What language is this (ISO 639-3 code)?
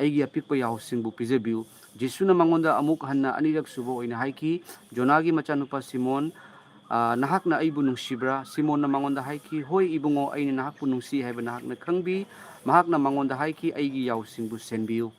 mni